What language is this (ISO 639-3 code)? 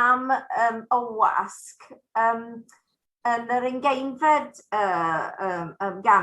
cym